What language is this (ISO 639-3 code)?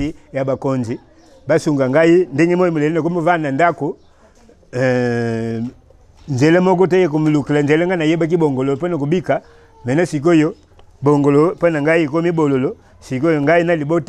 lin